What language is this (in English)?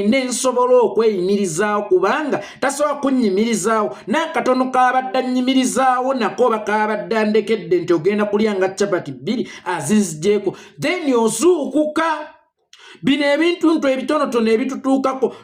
Ganda